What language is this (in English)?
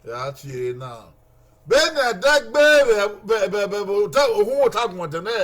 Bini